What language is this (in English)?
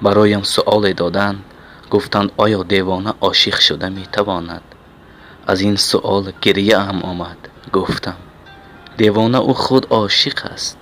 Tajik